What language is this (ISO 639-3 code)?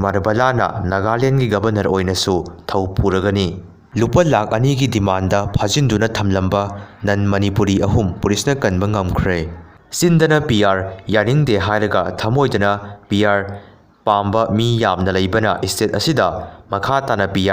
mni